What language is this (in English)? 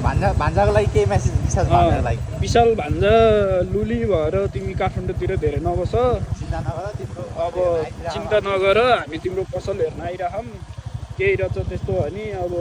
Nepali